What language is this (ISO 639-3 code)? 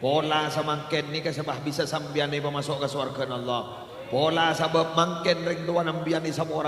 mad